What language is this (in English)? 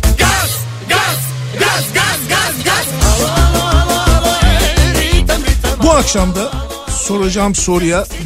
Turkish